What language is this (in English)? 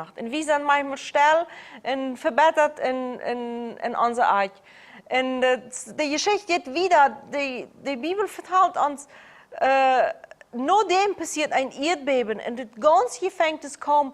Plautdietsch